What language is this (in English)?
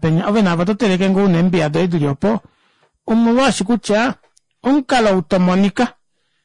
Kuanyama